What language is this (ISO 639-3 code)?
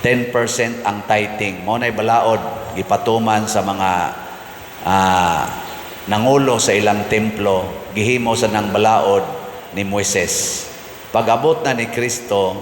ceb